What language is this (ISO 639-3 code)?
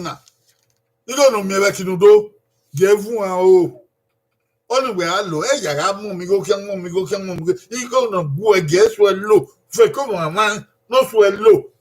bin